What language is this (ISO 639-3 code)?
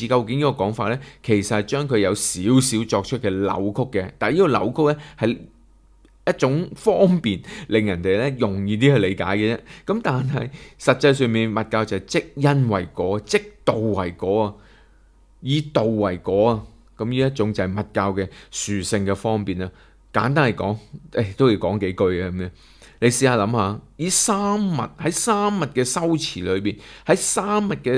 yue